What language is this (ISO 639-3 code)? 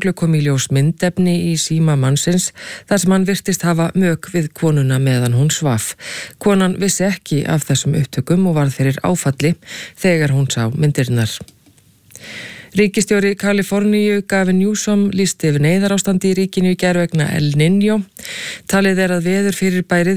isl